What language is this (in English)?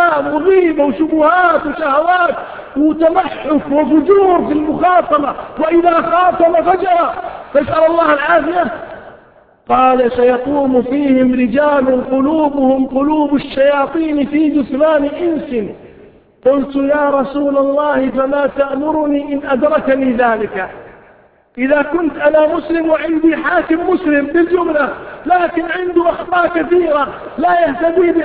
Arabic